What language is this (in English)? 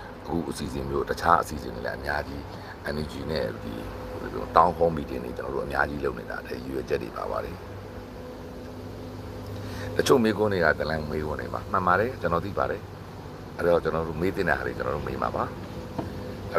Burmese